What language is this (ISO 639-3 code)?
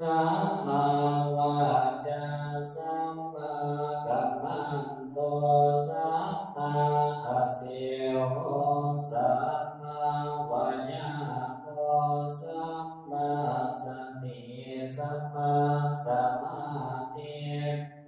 pli